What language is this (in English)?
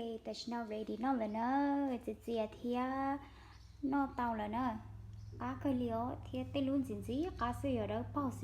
Hmong